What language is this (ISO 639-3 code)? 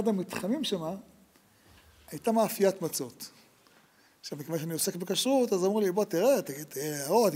heb